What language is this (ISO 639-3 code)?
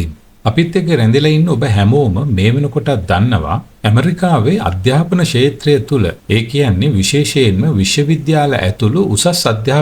sin